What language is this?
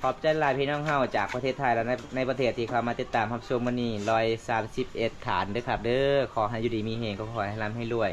Lao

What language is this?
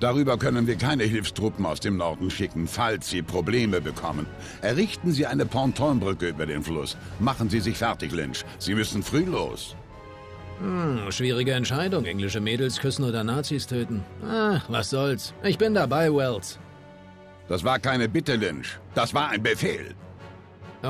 Bavarian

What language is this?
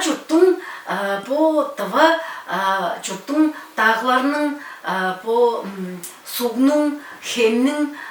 Tuvinian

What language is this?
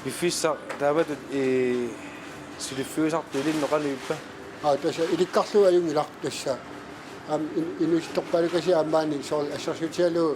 Kalaallisut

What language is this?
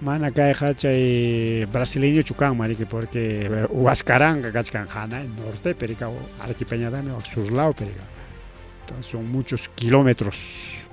Ayacucho Quechua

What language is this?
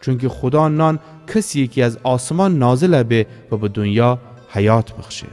Gilaki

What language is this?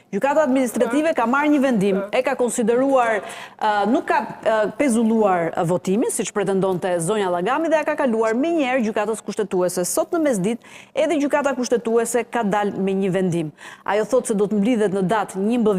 Albanian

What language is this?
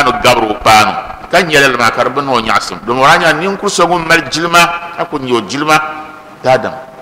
Dagbani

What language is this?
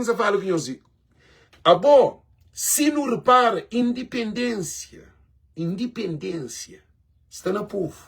Kabuverdianu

